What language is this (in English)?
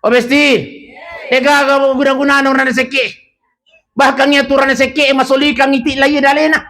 Buginese